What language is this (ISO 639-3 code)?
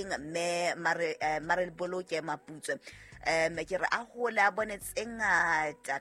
sot